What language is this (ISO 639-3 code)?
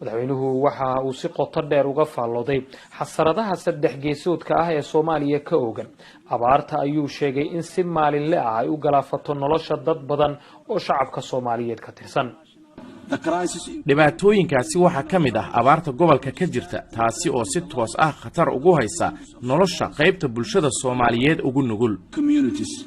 som